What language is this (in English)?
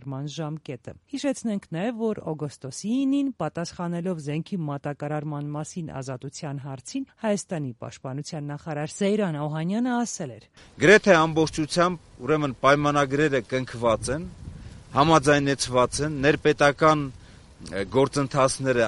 Armenian